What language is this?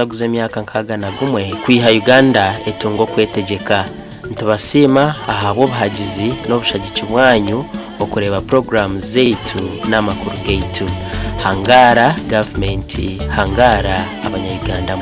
Nyankole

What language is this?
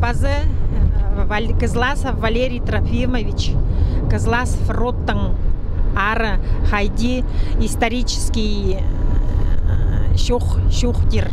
Khakas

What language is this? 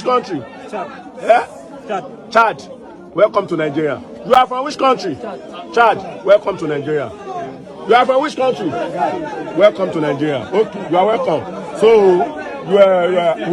Yoruba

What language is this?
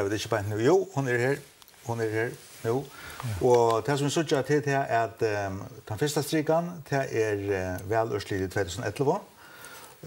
Faroese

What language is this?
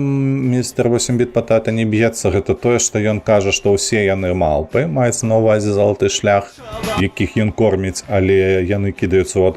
Belarusian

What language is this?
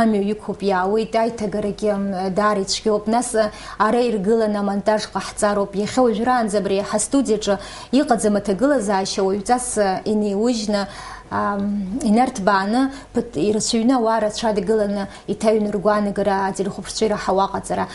Abkhazian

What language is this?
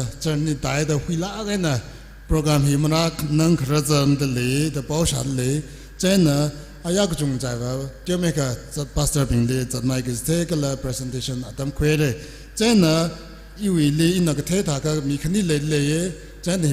Tangkhul Naga (India)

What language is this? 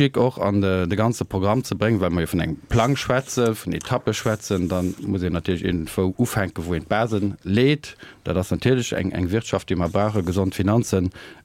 Luxembourgish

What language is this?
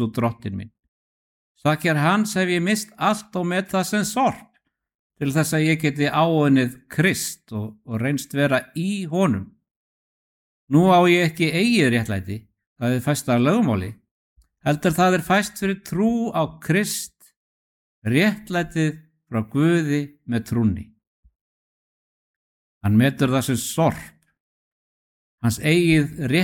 Icelandic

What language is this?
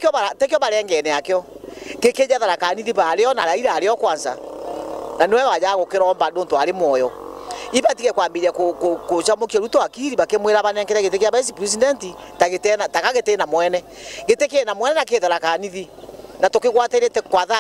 Meru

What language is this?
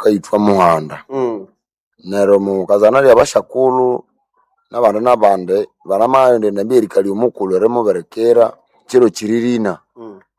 Nande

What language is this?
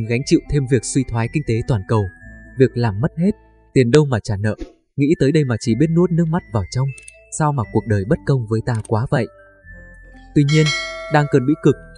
Vietnamese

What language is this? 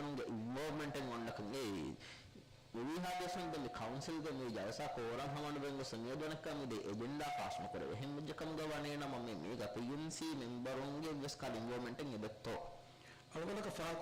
Divehi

